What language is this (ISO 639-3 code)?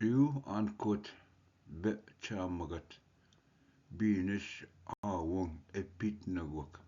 oji